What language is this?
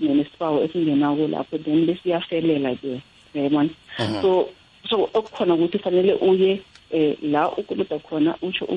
South Ndebele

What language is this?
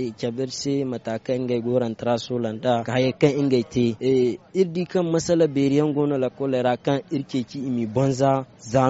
Zarma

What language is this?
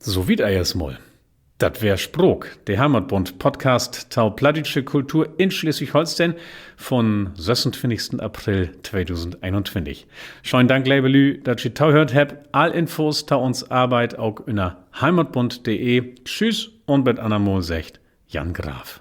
Low German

